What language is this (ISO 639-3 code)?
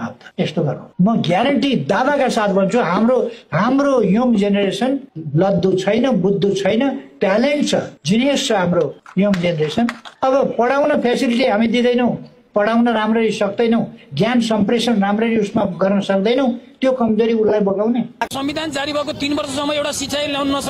nep